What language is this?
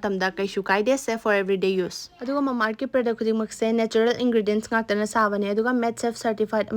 Manipuri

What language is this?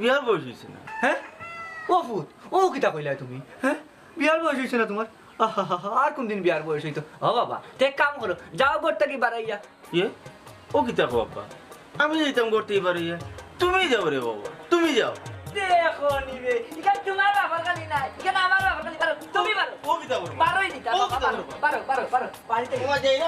Sylheti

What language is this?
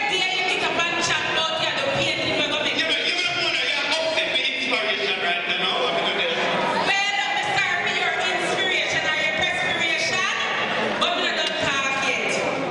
Jamaican Creole English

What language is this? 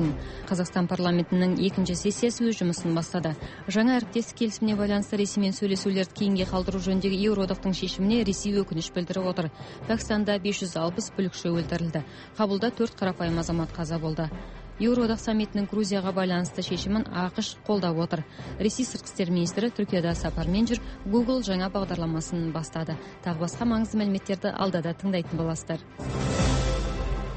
Kazakh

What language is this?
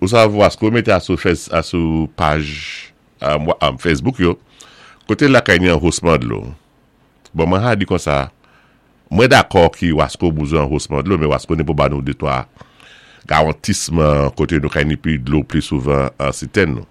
Saint Lucian Creole French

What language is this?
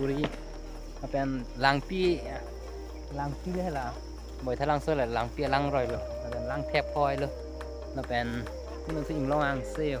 Karbi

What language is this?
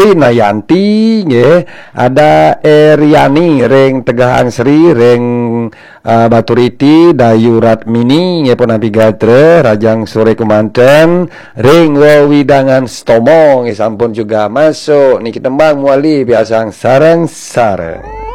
Balinese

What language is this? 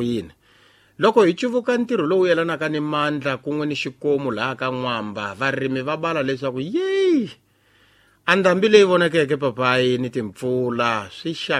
Tsonga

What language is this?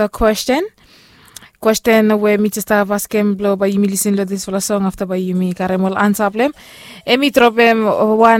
Bislama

